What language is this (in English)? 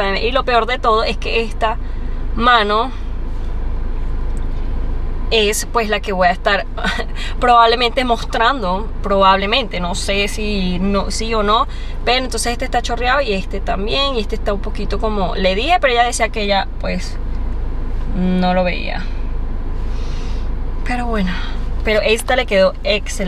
Spanish